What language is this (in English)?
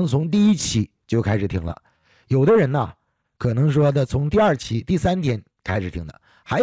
Chinese